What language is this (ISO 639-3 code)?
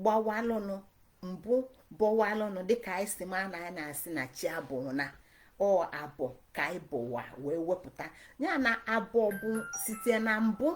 ibo